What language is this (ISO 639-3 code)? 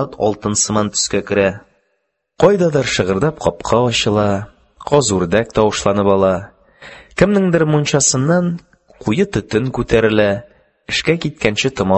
tat